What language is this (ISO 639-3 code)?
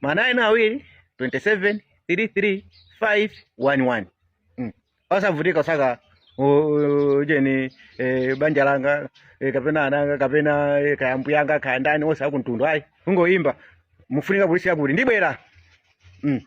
nya